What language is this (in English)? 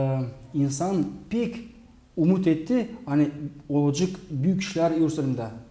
Gagauz